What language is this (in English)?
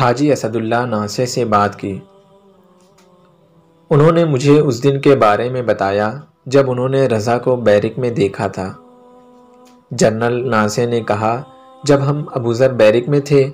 Urdu